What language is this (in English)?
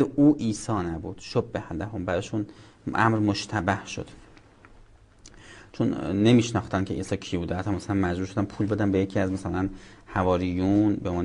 Persian